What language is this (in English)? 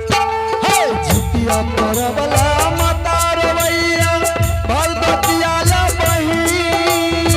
Angika